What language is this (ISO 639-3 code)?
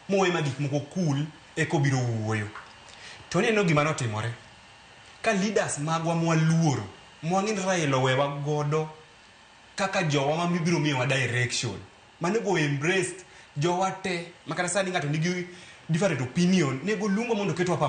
luo